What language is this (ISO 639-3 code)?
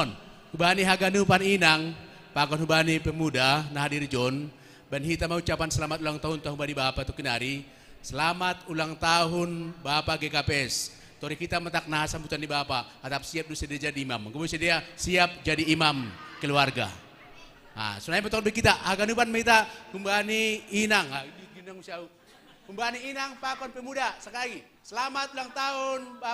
bts